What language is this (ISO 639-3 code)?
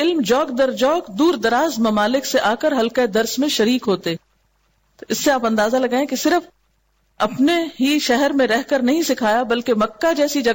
urd